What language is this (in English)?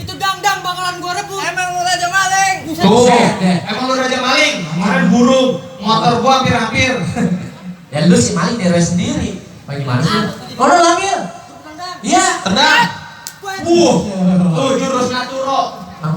Betawi